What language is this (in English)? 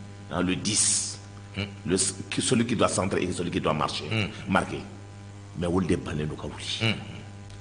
Bambara